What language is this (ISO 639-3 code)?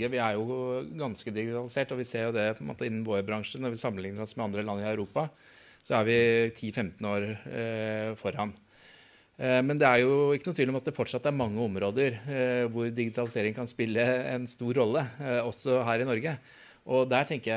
nor